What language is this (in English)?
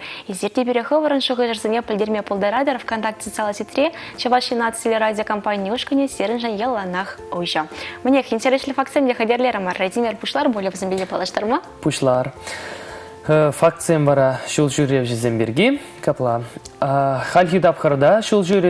Chuvash